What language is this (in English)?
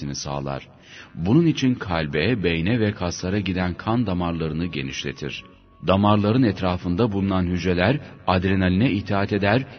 Turkish